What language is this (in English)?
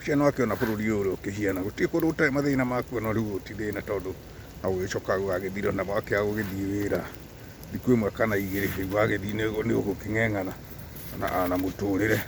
Kikuyu